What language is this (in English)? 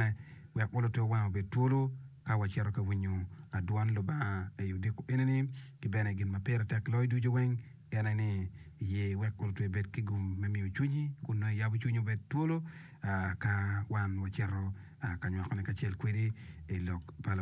Acoli